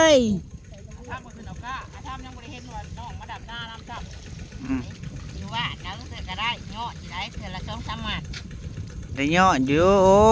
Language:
Northeastern Thai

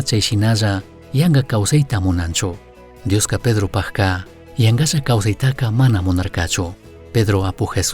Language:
Chimborazo Highland Quichua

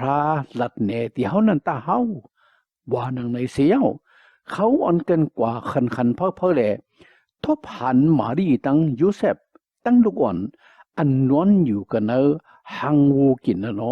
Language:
Shan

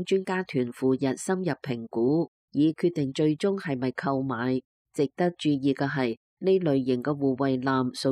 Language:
Cantonese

